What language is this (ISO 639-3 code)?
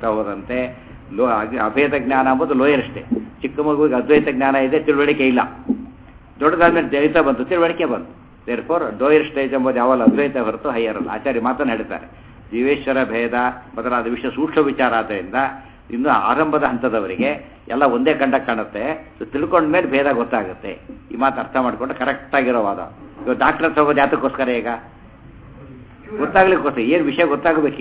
kan